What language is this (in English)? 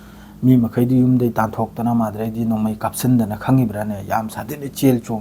Manipuri